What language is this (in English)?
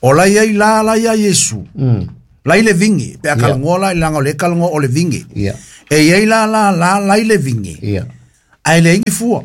Samoan